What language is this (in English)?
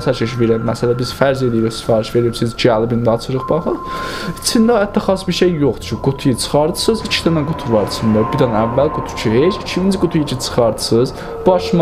South Azerbaijani